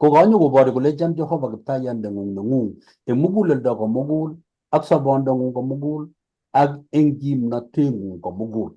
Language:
Kalenjin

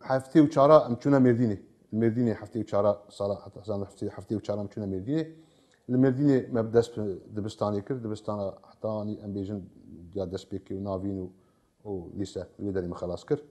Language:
Kurdish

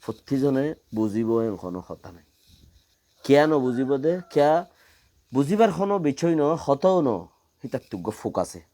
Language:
Rohingya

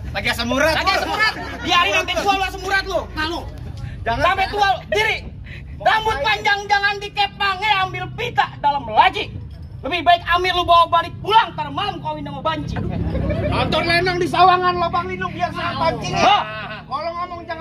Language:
Betawi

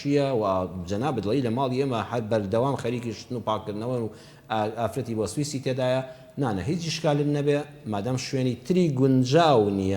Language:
Central Kurdish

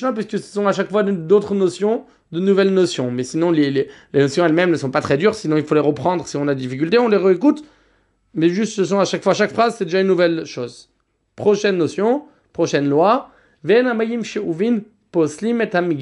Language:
French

